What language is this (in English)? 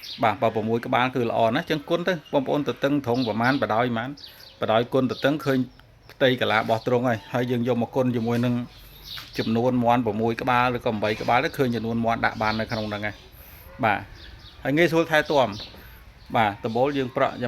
Khmer